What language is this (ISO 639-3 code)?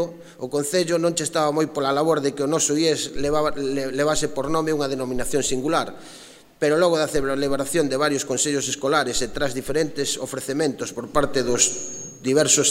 glg